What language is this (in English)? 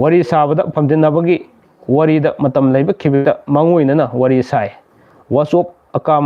Manipuri